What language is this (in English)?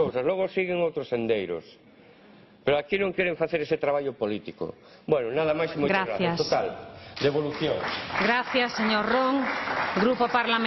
Galician